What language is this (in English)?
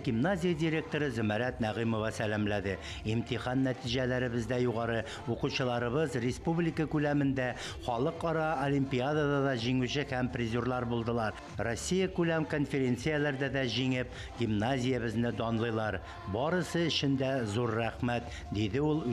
Tatar